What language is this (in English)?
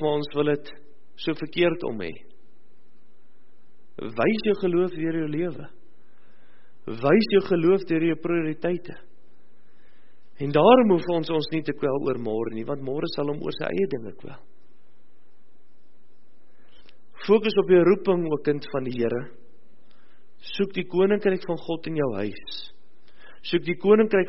Afrikaans